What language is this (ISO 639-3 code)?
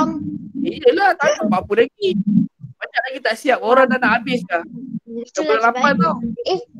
msa